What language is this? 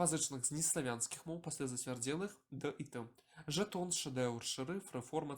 Belarusian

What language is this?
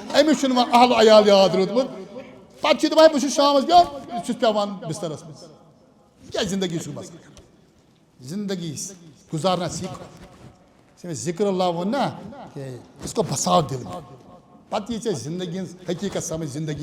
Kashmiri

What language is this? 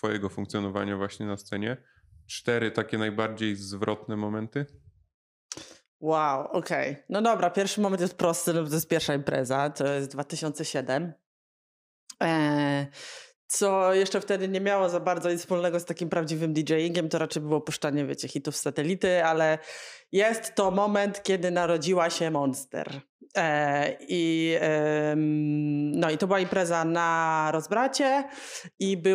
Polish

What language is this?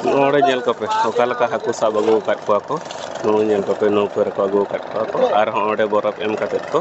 Santali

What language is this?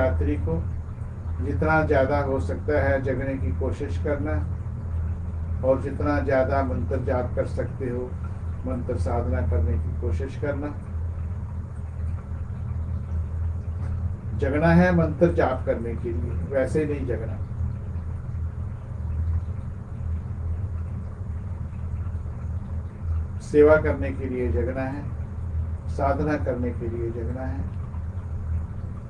Hindi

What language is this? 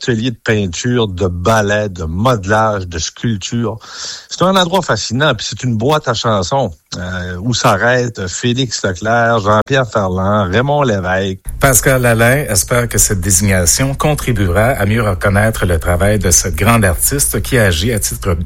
French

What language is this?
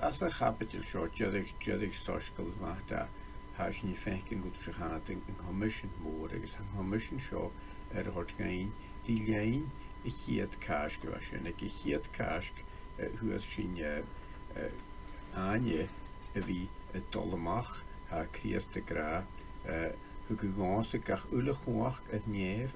Scottish Gaelic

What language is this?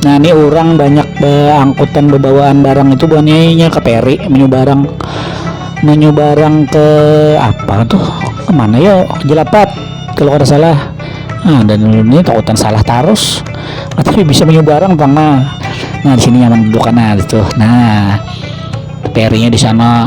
Banjar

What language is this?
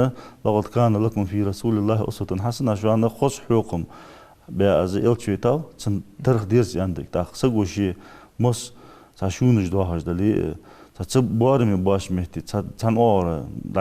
Ingush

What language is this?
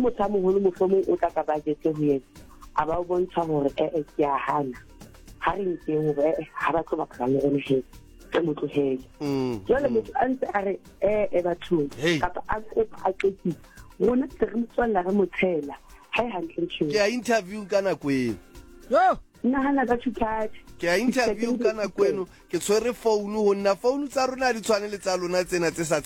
Southern Sotho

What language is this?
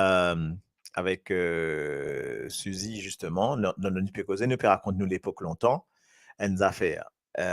Morisyen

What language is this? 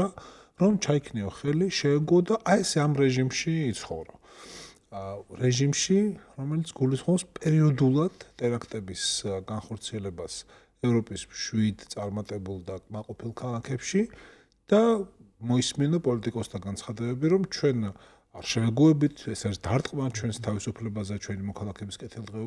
Georgian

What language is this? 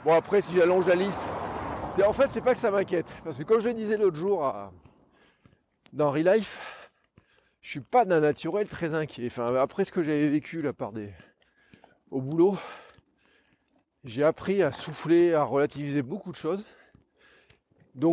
French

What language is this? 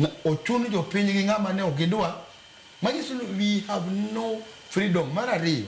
Luo (Kenya and Tanzania)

